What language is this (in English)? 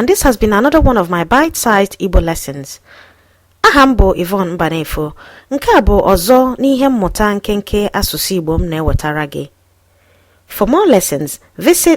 Igbo